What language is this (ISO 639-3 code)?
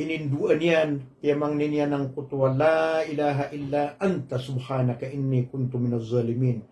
mrw